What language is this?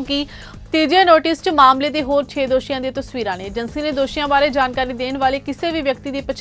Punjabi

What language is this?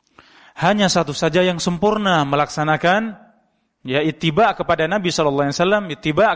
Indonesian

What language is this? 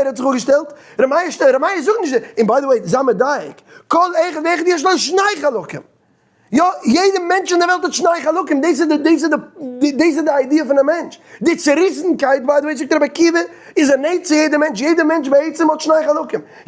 Yiddish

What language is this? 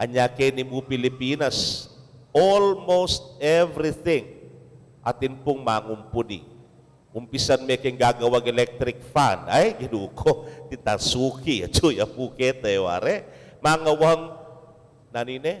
Pampanga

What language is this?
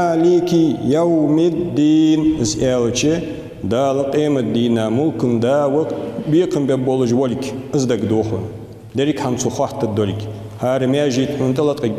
Ingush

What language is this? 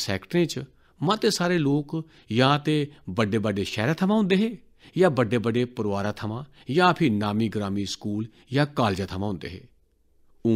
Dogri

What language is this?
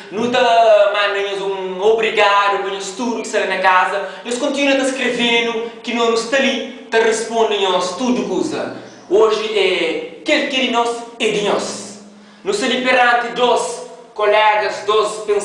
Kabuverdianu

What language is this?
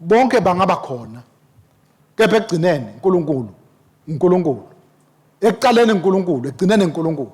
Swati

